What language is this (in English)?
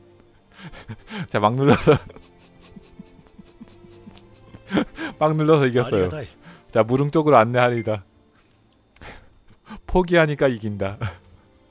Korean